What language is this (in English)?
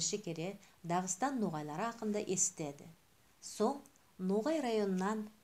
Nogai